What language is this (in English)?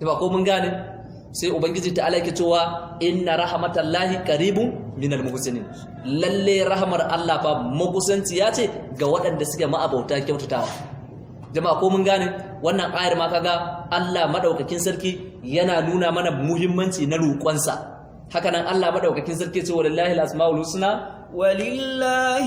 Hausa